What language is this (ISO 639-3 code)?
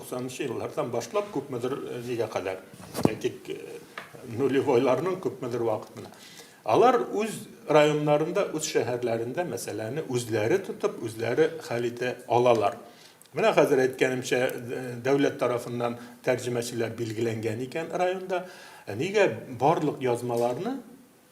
tat